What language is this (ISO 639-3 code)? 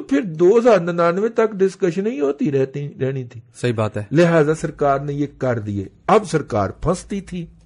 urd